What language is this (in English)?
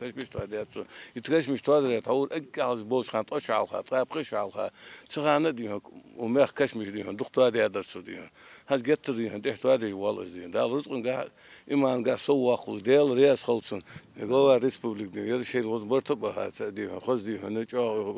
Ingush